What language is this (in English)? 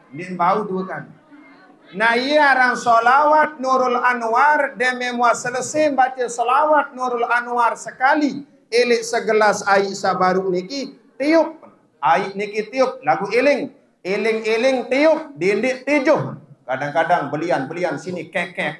Sasak